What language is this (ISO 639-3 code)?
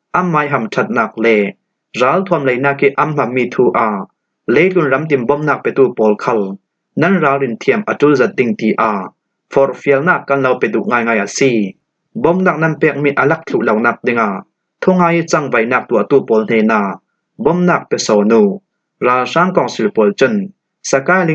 cfm